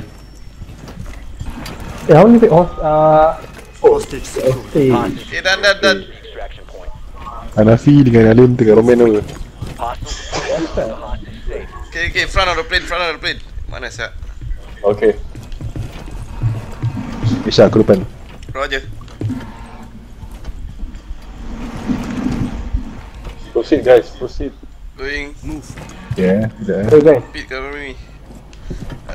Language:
Malay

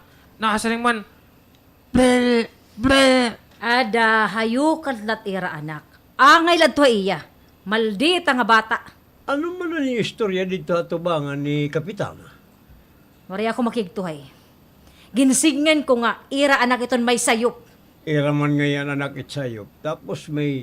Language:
Waray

